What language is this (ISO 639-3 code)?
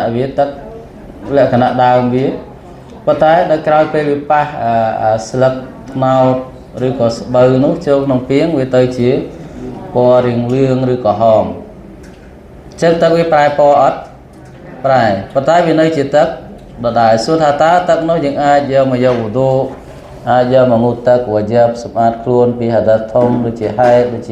khm